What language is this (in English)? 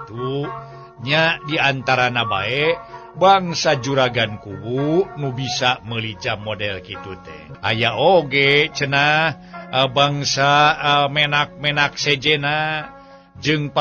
Sundanese